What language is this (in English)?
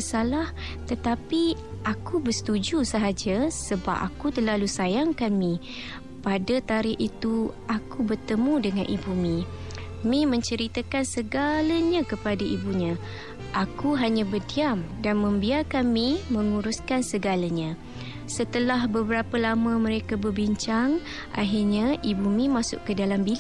Malay